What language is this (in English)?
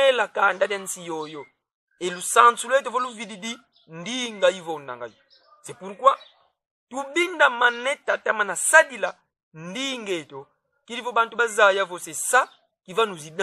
Kongo